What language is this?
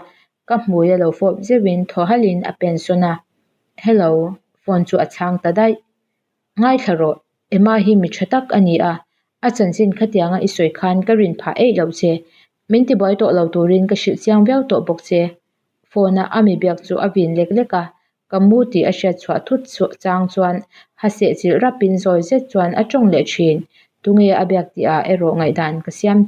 Mizo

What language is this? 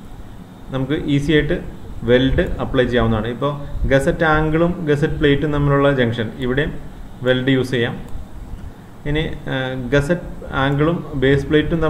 Malayalam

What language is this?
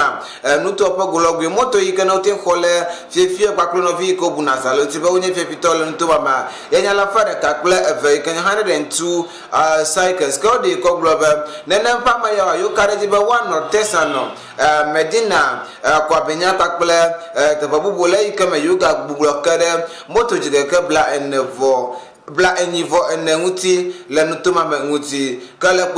Ewe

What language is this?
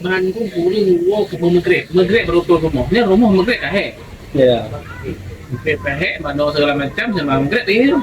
Achinese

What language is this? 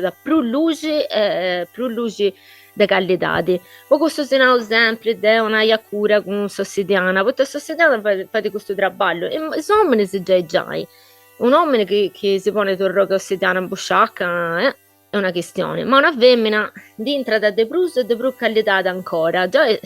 Sardinian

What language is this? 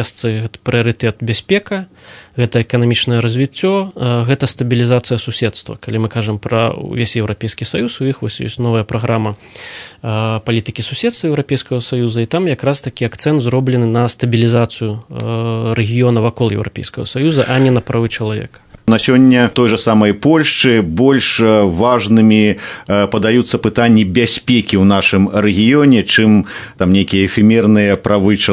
Belarusian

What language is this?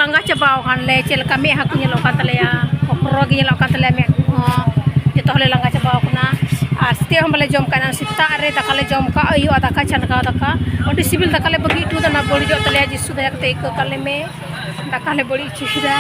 Santali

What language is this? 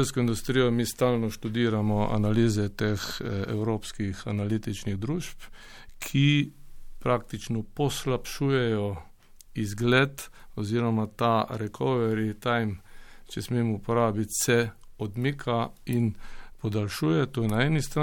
Slovenian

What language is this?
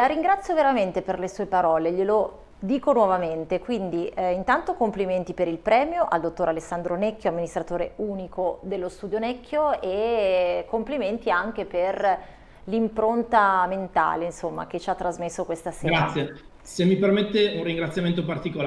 Italian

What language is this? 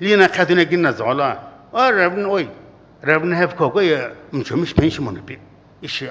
Sumi Naga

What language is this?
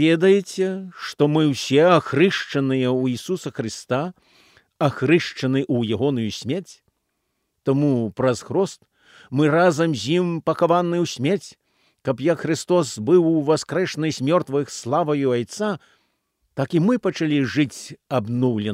Belarusian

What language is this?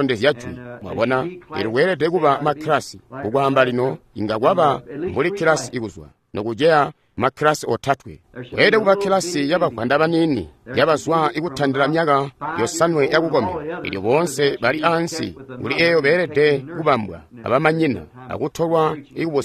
Tonga (Zambia)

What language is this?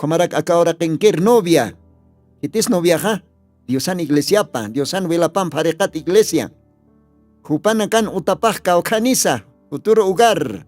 Aymara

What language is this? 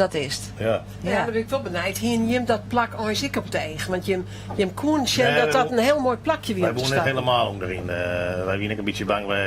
Western Frisian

